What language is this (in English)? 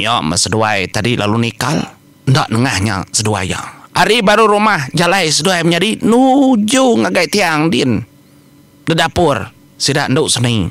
Iban